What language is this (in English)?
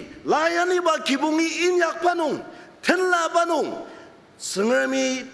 Ao Naga